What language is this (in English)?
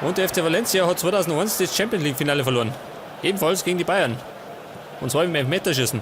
Bavarian